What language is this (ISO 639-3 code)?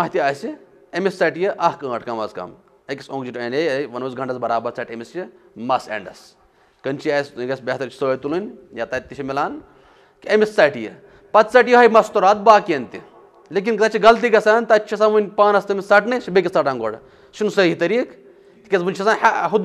kas